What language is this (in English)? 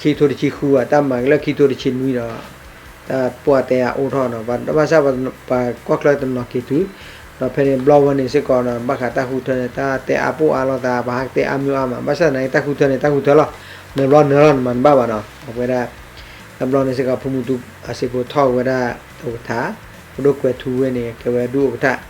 S'gaw Karen